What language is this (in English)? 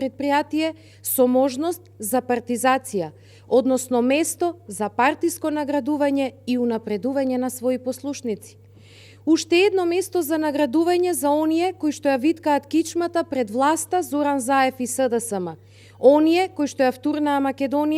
Macedonian